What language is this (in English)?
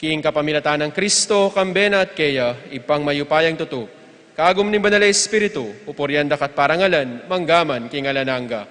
Pampanga